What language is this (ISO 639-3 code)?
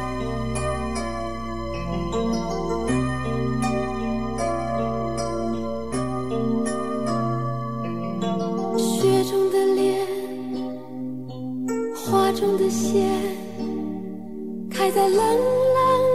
zho